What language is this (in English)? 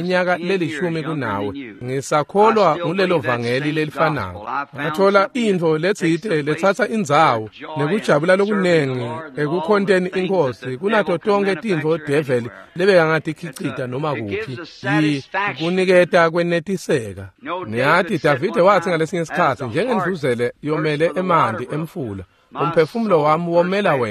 Swati